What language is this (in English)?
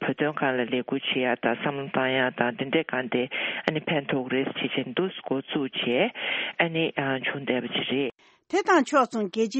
Tibetan